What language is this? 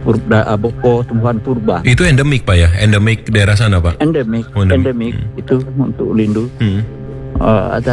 Indonesian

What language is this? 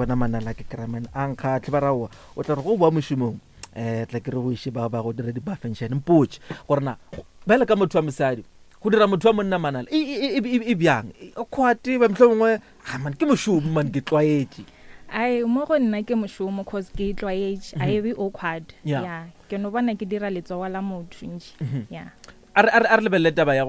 Northern Sotho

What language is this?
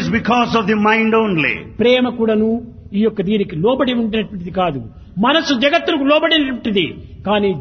Telugu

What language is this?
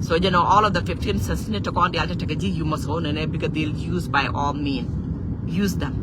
Nuer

